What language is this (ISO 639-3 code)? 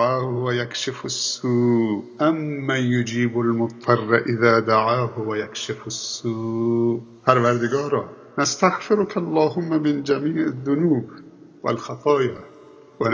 fas